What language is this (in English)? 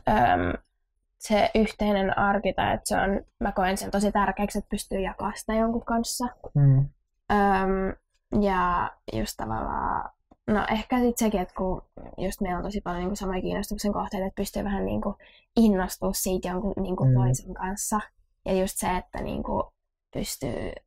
Finnish